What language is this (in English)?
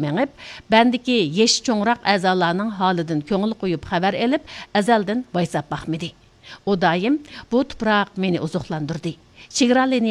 Uyghur